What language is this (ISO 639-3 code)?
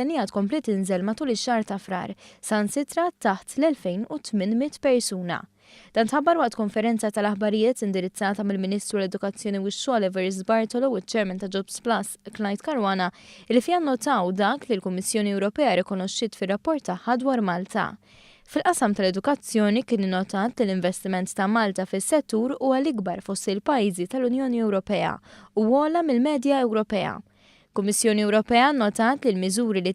mlt